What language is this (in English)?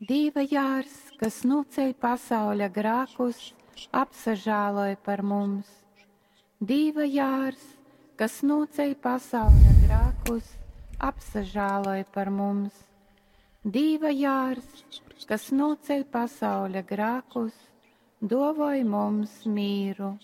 Latgalian